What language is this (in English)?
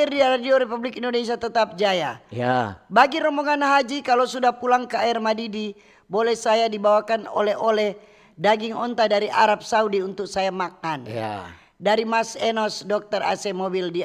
Manado Malay